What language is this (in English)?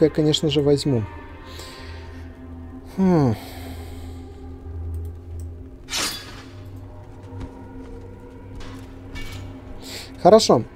Russian